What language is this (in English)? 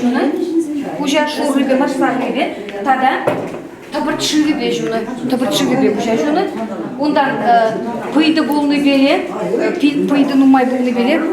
Chuvash